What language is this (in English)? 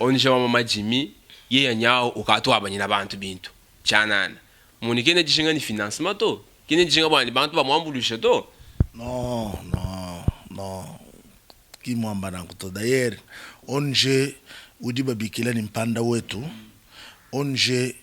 Luba-Lulua